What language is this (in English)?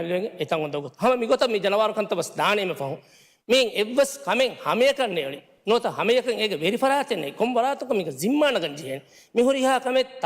Divehi